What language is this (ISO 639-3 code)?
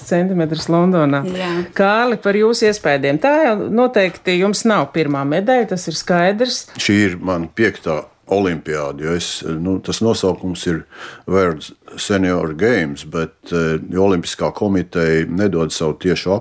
lav